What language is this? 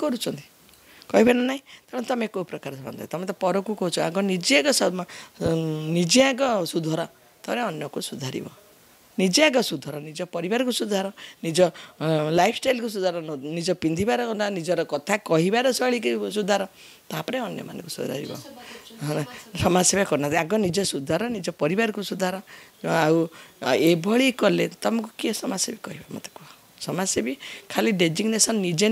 Odia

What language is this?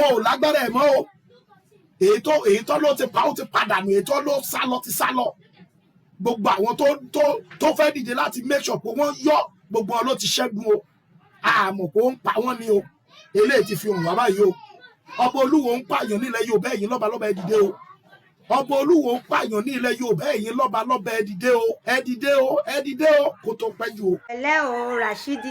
Yoruba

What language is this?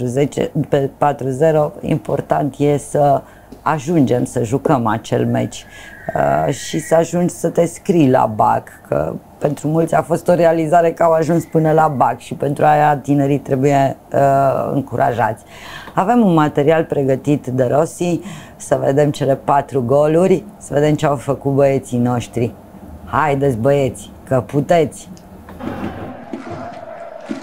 Romanian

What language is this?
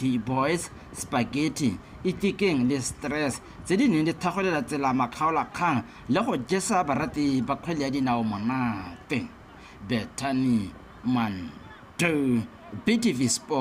Tswana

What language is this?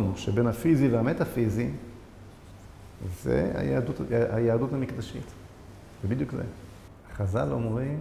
Hebrew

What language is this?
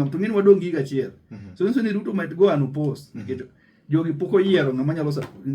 Luo (Kenya and Tanzania)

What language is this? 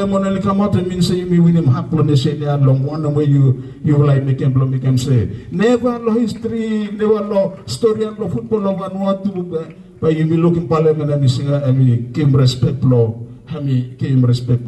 Bislama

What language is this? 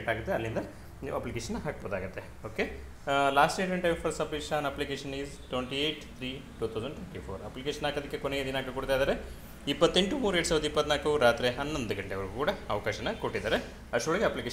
Kannada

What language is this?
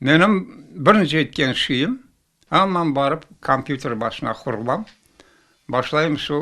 Crimean Tatar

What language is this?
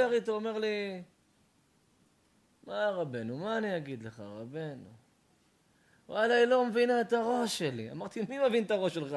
Hebrew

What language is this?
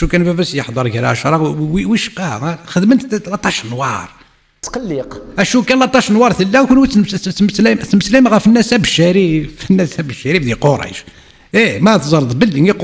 Kabyle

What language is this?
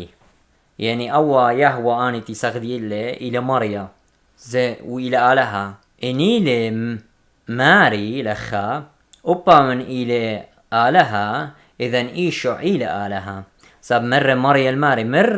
Assyrian Neo-Aramaic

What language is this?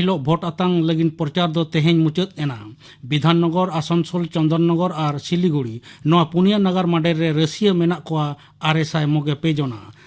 Santali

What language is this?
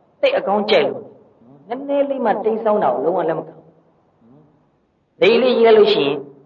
Burmese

